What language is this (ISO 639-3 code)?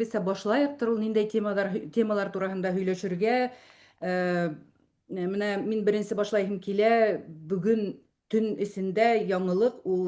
bak